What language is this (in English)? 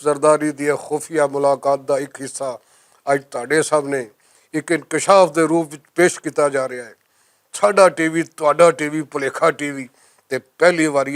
Western Panjabi